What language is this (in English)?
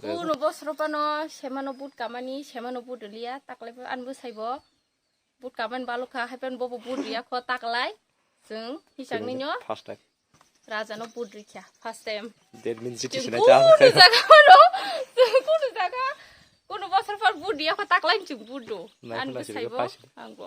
Kok Borok